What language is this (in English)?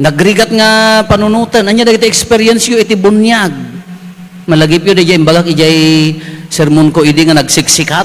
Iloko